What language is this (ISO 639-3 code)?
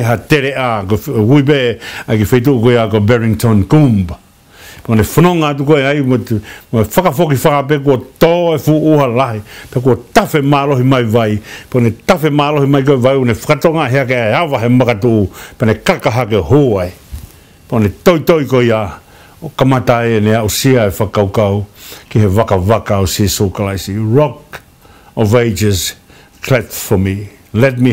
ton